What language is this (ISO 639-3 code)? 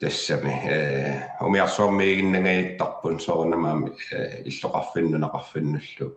kal